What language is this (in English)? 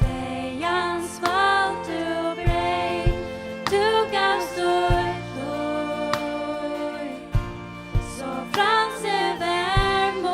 Faroese